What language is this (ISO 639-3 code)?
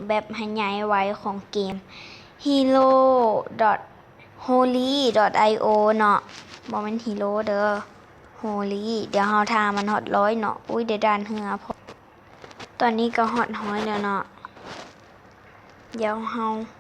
lao